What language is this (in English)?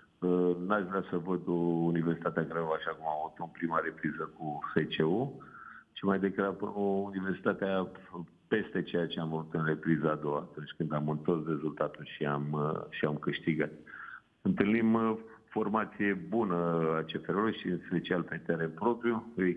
Romanian